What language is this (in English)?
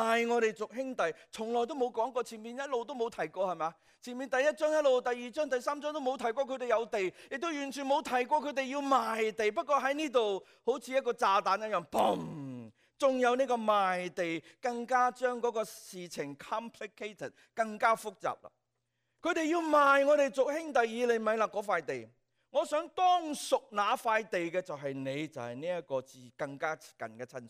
Cantonese